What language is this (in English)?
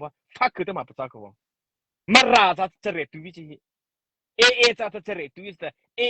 Mara Chin